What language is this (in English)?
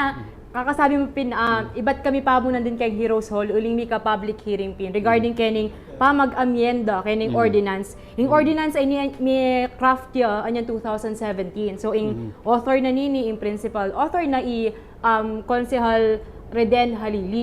Pampanga